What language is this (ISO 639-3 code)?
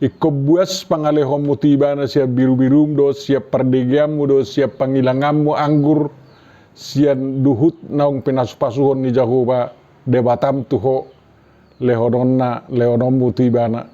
bbc